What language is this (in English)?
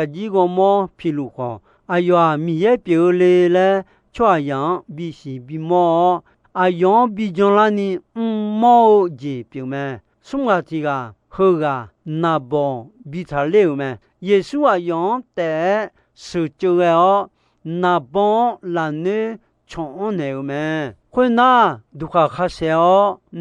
Akha